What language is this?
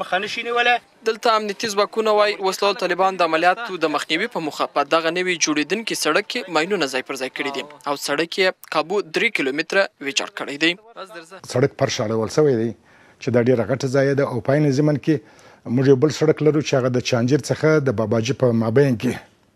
Pashto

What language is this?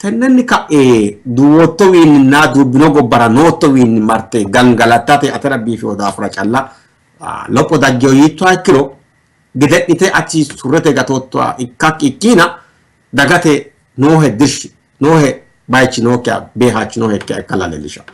Sidamo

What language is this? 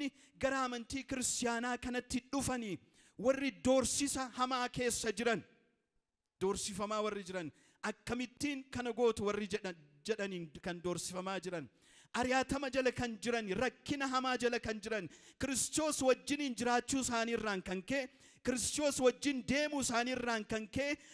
Oromo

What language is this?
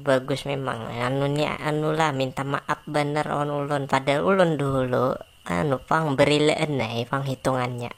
Banjar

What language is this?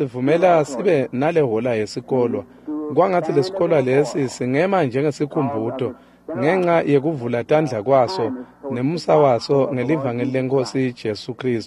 Swati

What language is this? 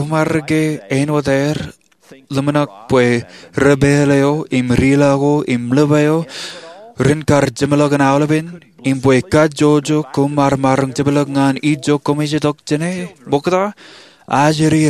Marshallese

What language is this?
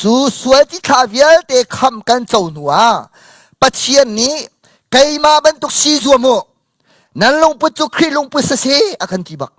Hakha Chin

